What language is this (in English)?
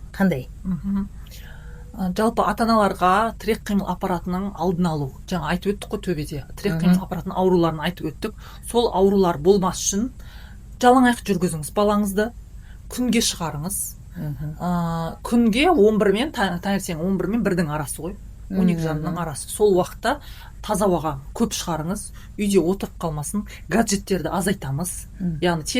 Kazakh